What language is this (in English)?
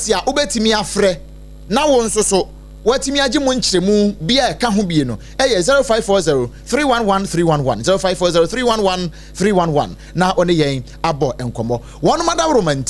Akan